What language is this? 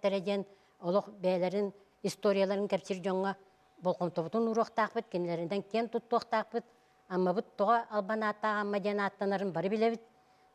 Yakut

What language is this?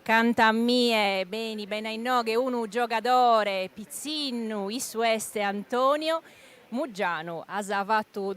Sardinian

